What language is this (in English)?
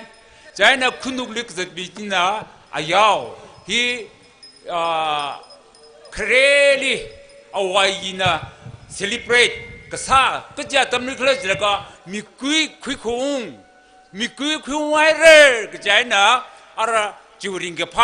Tangkhul Naga (India)